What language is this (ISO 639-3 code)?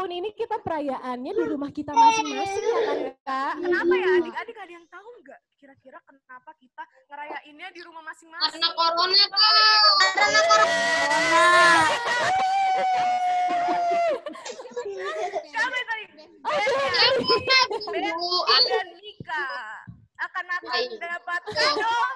ind